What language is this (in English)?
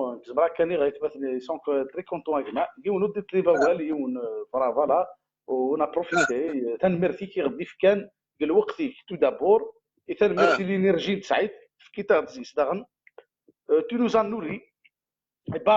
Kabyle